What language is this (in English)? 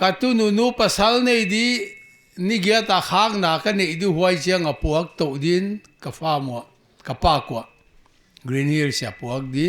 Paite Chin